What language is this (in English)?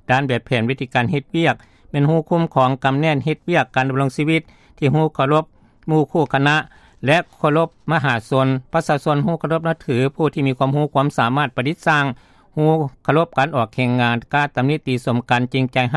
Lao